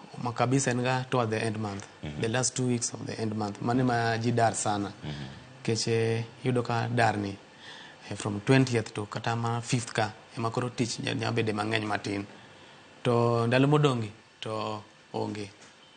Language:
Luo (Kenya and Tanzania)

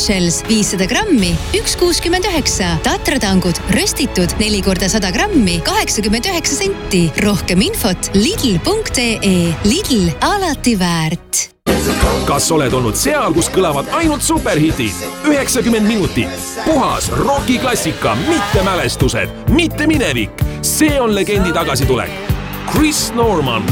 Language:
Estonian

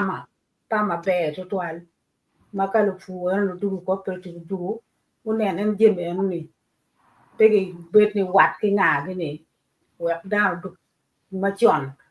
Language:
Acoli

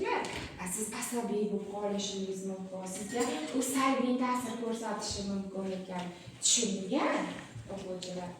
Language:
Uzbek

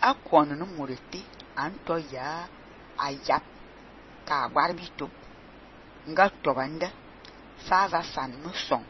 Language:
Fang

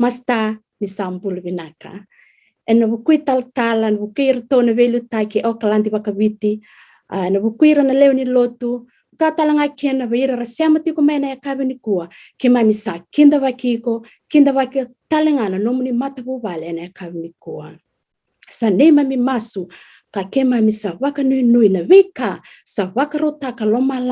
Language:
Fijian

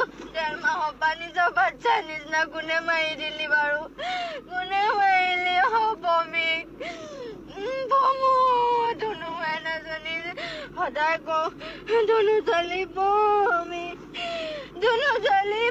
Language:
Assamese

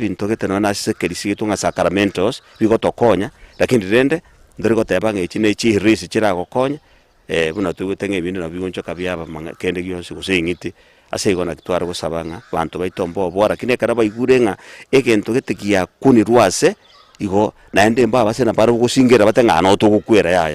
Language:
Gusii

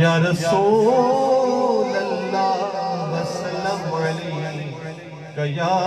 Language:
Saraiki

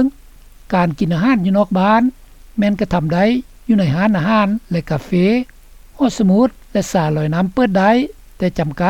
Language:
Lao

